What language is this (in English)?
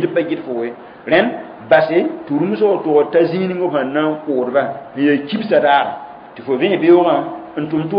Mossi